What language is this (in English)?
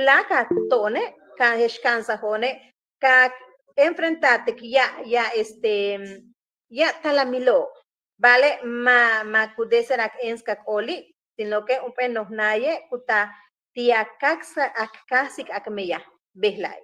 Yucateco